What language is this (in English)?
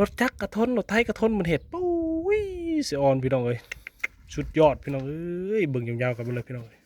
Lao